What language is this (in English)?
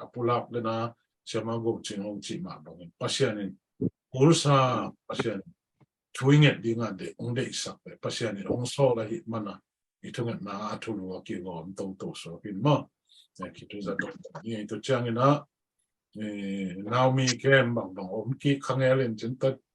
Tedim Chin